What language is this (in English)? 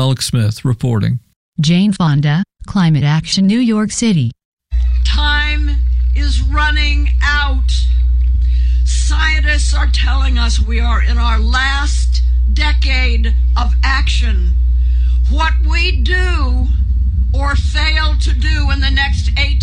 English